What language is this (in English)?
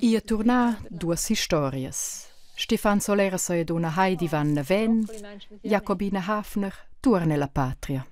Romansh